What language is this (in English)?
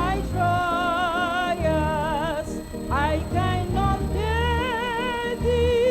Ewe